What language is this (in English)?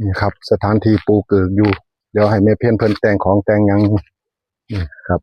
Northeastern Thai